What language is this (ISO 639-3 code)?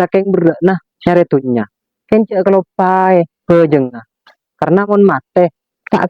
mad